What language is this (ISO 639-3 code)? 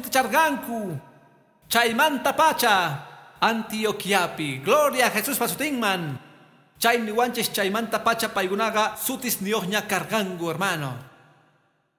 que